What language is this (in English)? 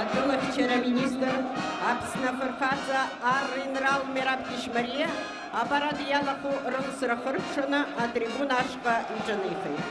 Abkhazian